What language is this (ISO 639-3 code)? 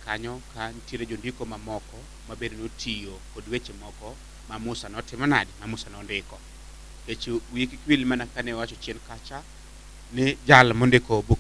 luo